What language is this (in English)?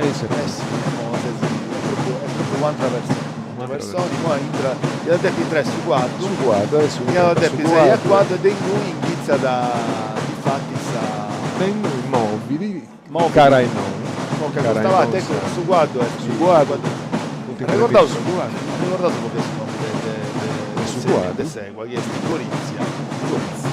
Sardinian